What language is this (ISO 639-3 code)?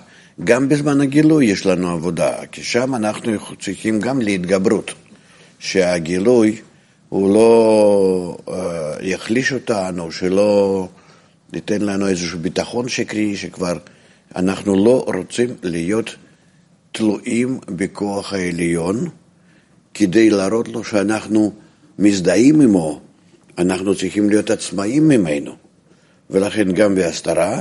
heb